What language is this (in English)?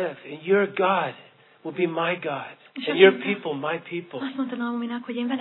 Hungarian